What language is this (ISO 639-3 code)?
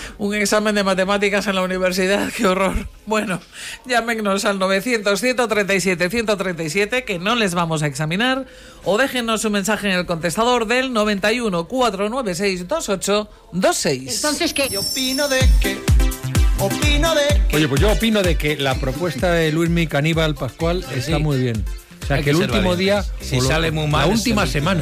spa